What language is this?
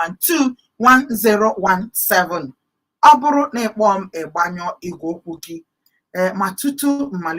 Igbo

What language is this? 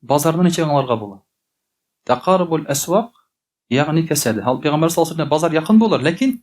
Tatar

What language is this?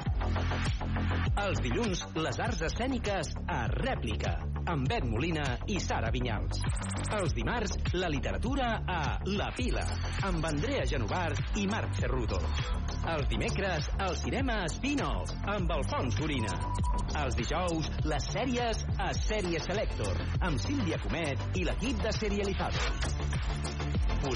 Catalan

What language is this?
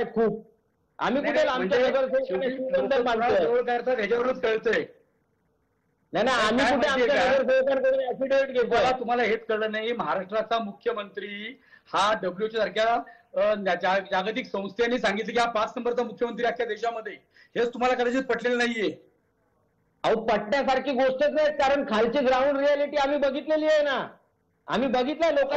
Marathi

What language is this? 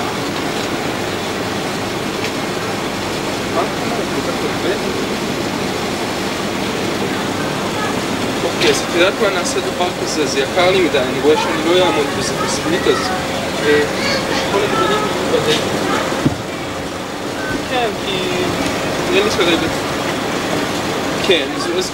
Hebrew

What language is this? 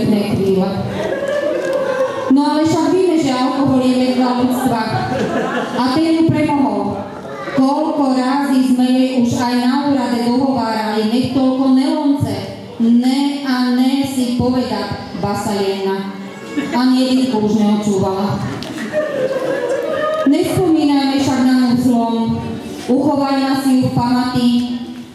Slovak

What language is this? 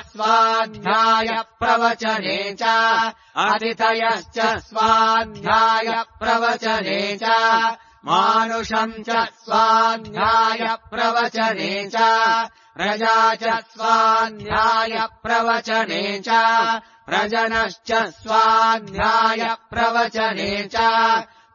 Sanskrit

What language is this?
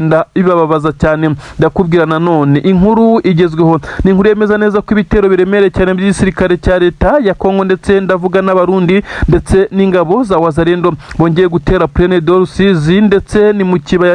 Kinyarwanda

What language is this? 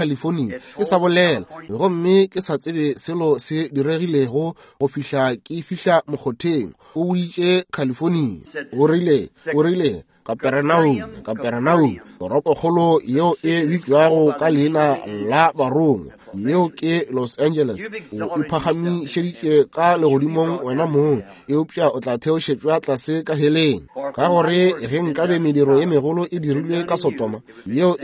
Northern Sotho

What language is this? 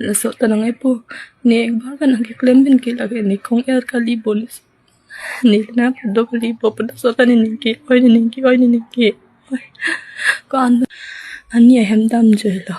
Karbi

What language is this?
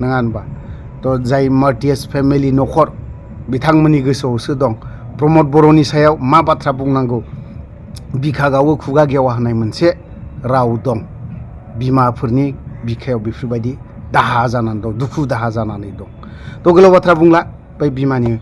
Bodo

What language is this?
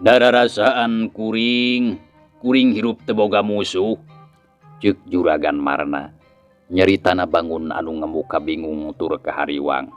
Sundanese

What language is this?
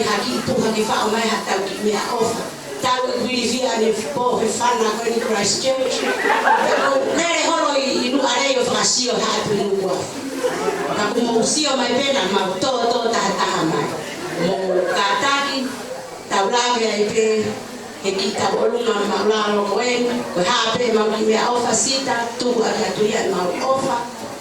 Tongan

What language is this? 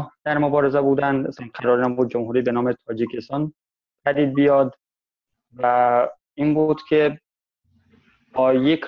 Persian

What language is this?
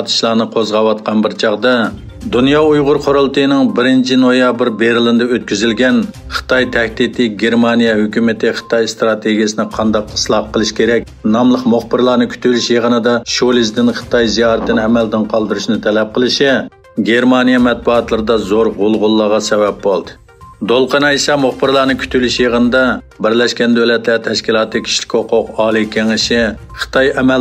Uyghur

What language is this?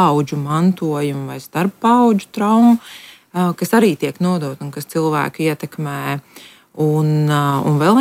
Latvian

